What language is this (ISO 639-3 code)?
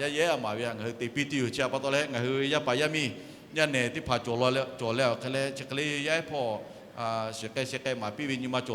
lhu